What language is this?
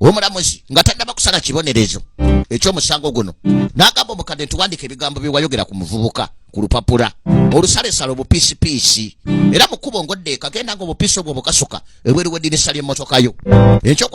Ganda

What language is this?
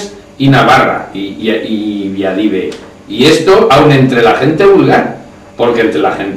Aragonese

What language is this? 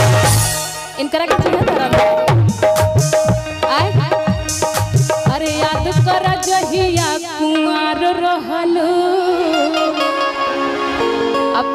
Bhojpuri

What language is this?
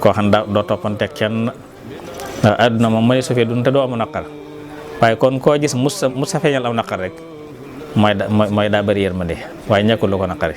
Wolof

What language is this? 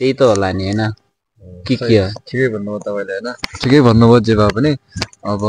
Nepali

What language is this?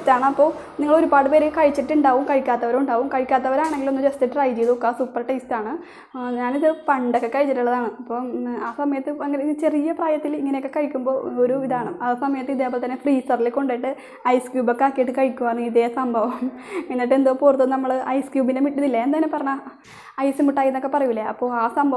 Malayalam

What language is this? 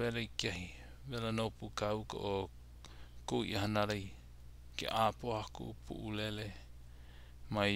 Hawaiian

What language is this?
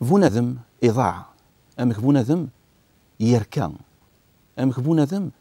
Kabyle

